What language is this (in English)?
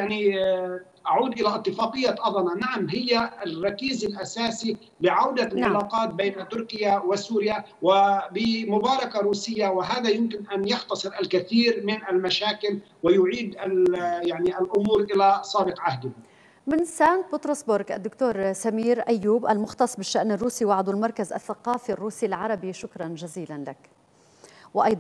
Arabic